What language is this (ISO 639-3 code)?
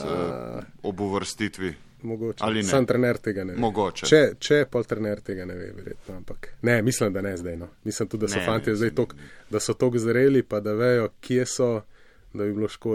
slv